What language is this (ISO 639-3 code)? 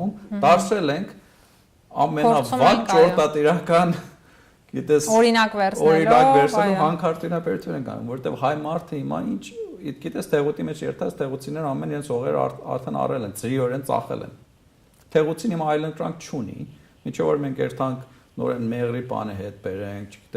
hyw